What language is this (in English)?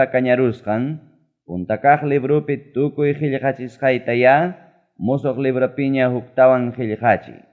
Ayacucho Quechua